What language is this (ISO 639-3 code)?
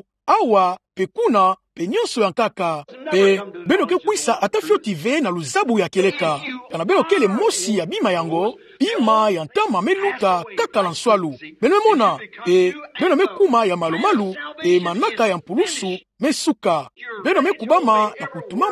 ktu